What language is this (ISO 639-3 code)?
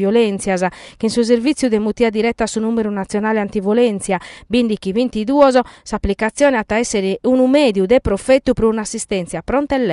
srd